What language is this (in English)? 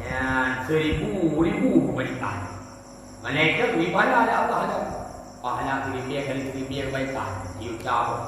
Achinese